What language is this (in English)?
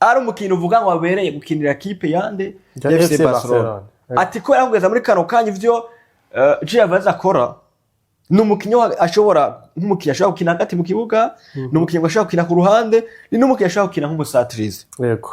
Rundi